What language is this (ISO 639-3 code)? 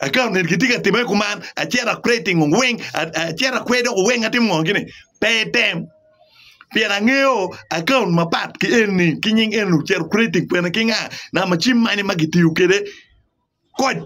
ach